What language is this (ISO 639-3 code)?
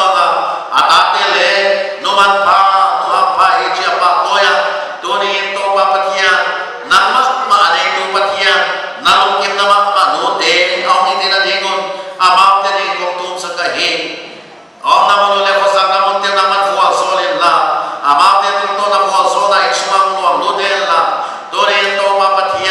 pck